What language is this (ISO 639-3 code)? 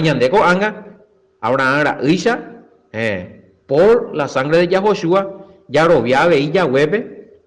grn